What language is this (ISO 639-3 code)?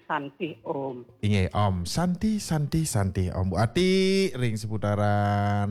ban